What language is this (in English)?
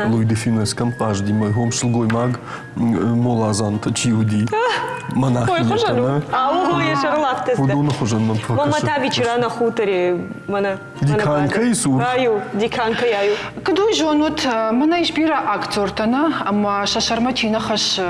Ossetic